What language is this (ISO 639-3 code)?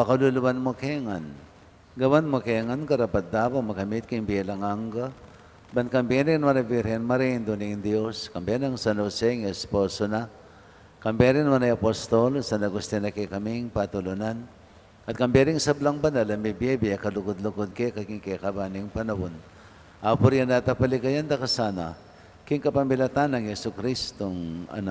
pam